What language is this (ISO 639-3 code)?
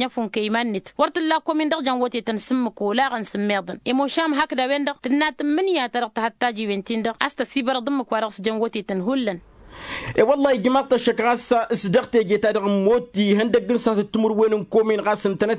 taq